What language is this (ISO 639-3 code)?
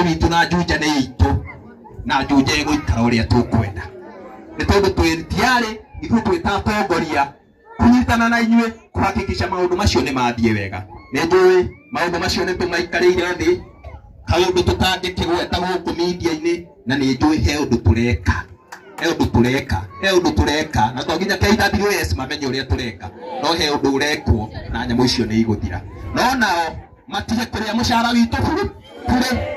kik